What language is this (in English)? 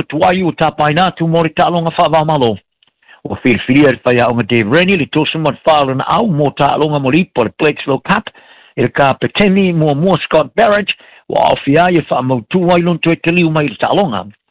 Samoan